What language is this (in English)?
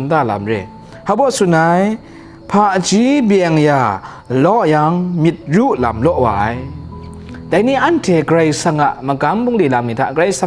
Kachin